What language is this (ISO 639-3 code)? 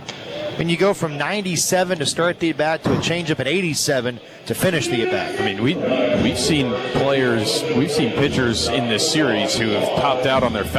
eng